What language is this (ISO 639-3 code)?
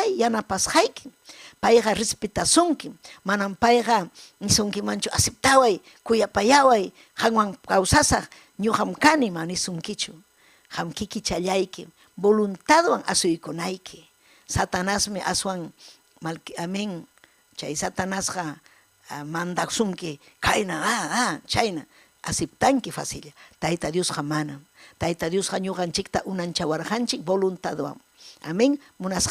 quy